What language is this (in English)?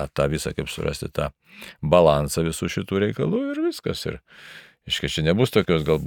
Lithuanian